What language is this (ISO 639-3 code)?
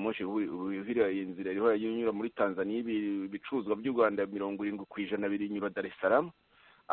kin